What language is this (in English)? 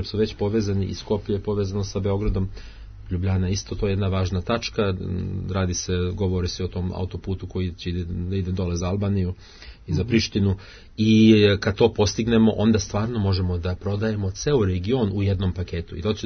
Serbian